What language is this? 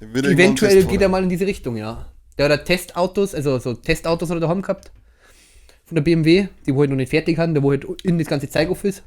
Bavarian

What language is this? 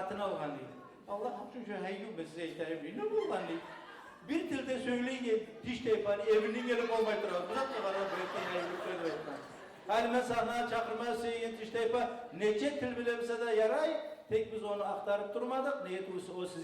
Kumyk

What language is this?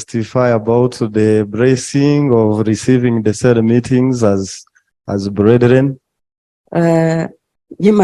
Kinyarwanda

